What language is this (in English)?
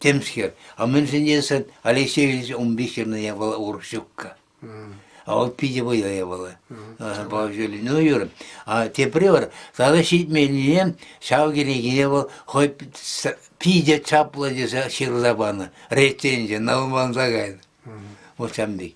Chuvash